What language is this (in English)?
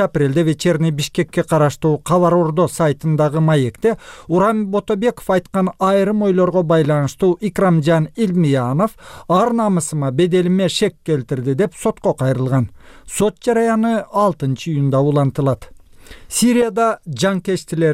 Kyrgyz